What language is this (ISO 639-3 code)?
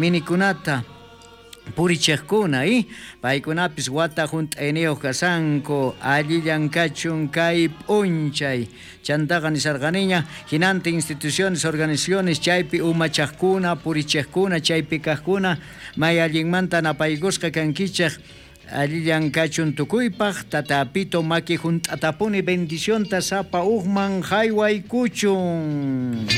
quh